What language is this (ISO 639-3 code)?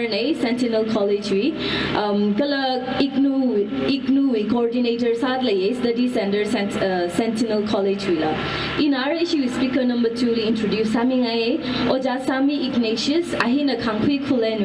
nmf